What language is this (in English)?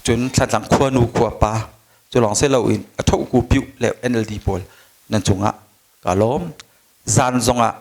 Hakha Chin